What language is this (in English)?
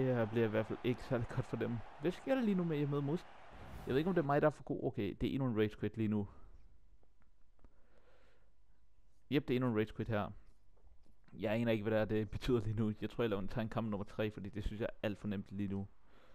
Danish